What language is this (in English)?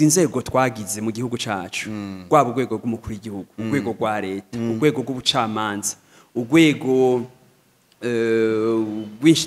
Rundi